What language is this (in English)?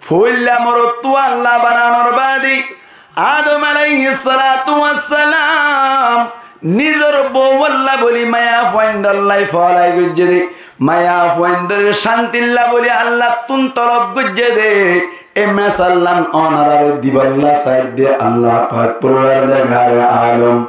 Rohingya